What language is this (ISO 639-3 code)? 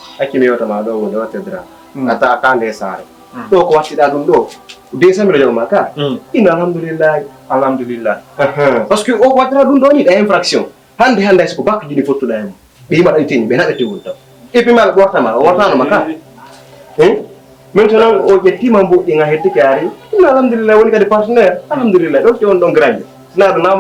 ful